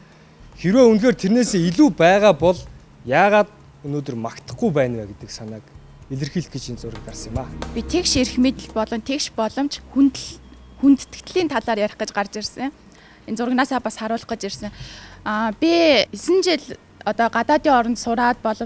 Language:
Mongolian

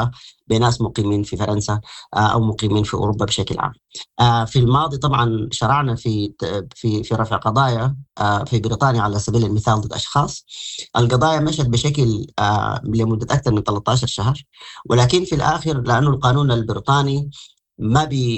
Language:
Sudanese Arabic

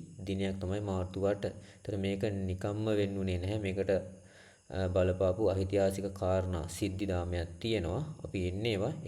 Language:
Sinhala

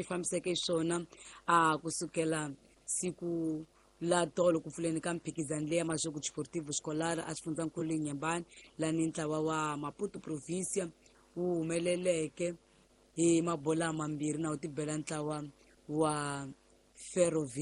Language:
Tsonga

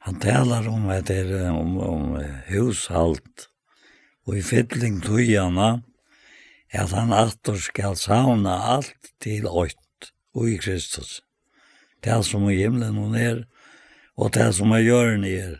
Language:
Faroese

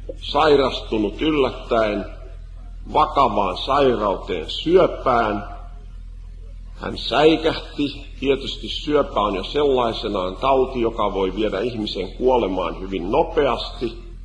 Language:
Finnish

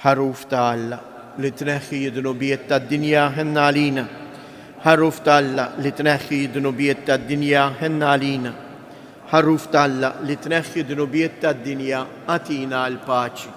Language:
Maltese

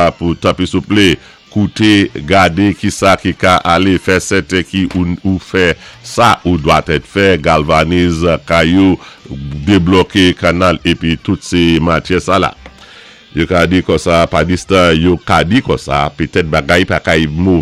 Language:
Saint Lucian Creole French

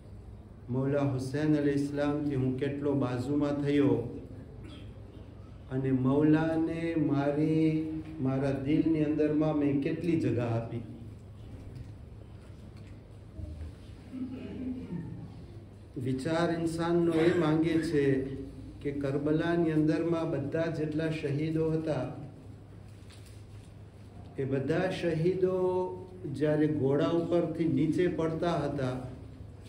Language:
Gujarati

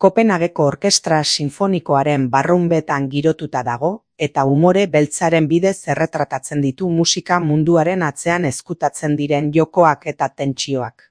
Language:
Basque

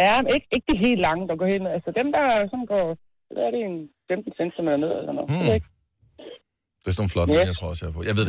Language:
Danish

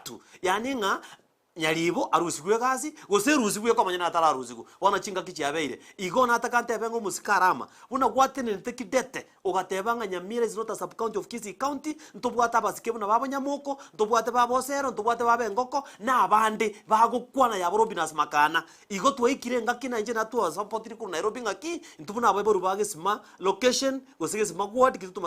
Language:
Gusii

